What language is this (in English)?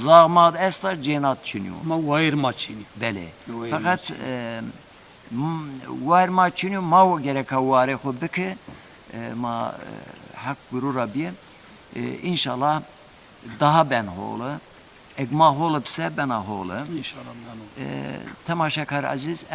Zaza